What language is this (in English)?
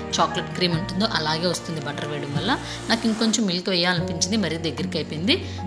Telugu